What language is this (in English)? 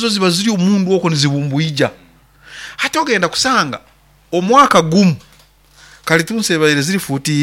Nyoro